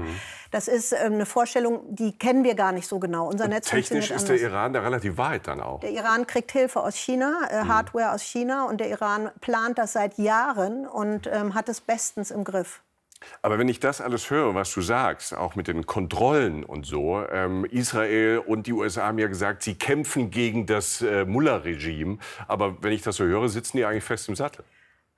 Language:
German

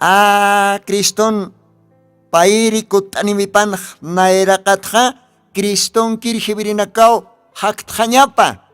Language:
Aymara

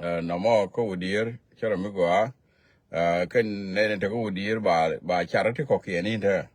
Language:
Nuer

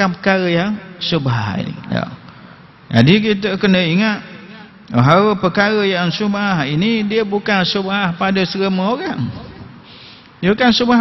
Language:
Malay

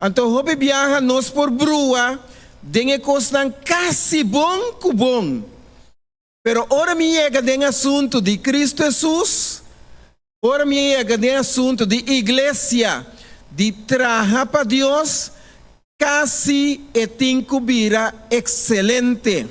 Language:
Papiamento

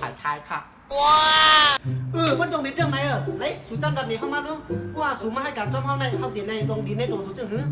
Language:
Shan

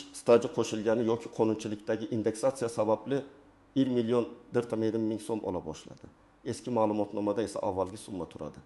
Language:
Uzbek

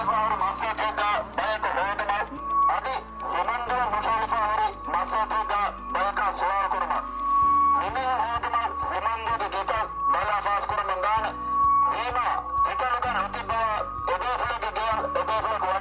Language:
Divehi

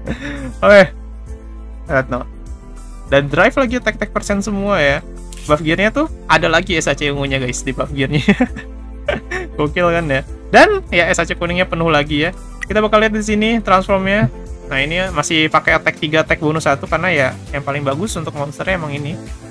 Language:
Indonesian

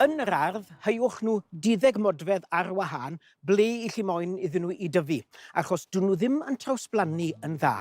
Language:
Welsh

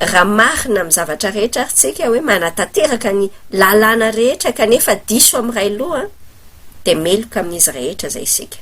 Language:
Malagasy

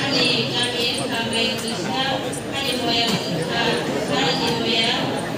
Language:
Kok Borok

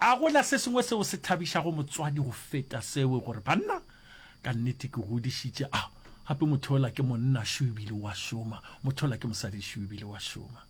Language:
Northern Sotho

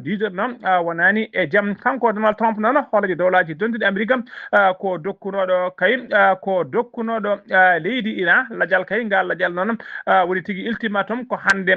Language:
Fula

